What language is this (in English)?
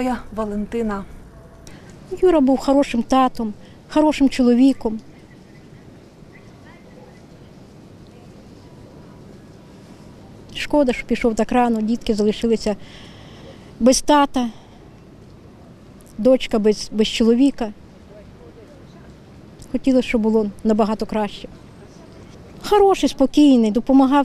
Ukrainian